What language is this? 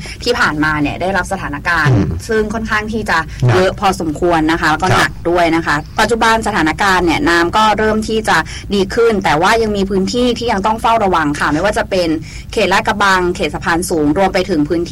Thai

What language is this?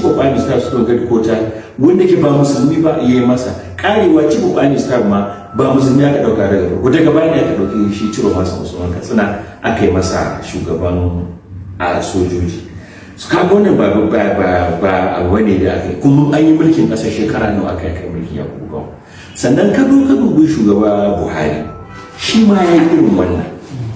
Hausa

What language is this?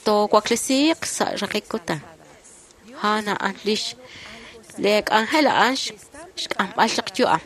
Kekchí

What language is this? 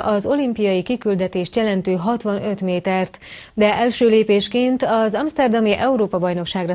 Hungarian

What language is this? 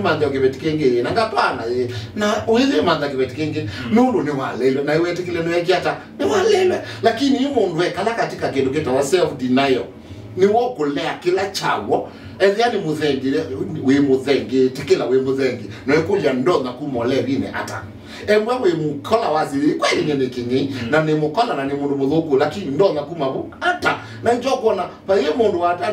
Kamba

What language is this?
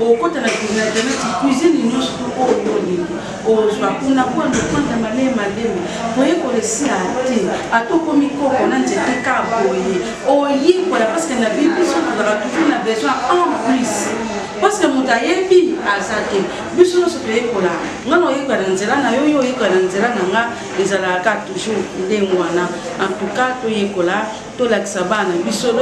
Lingala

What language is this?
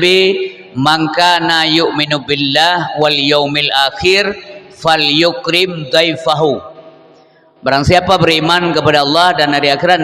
Achinese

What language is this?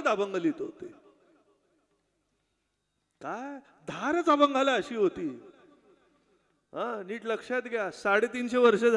Marathi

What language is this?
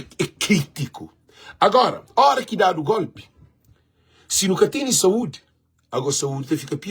Kabuverdianu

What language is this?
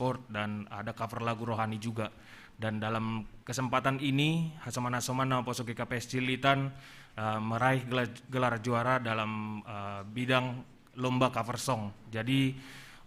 Batak Simalungun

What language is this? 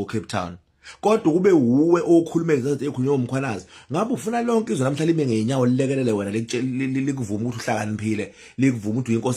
Zulu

